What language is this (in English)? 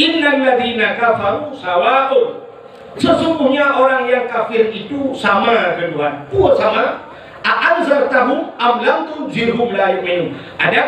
Achinese